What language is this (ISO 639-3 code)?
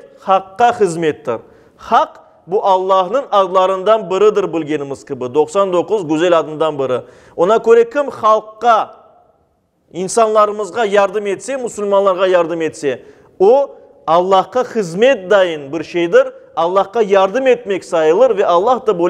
crh